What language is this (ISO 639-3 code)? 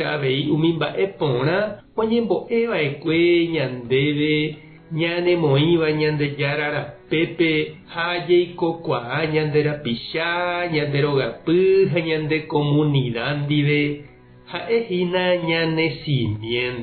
grn